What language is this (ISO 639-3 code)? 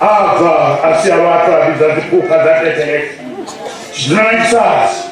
ven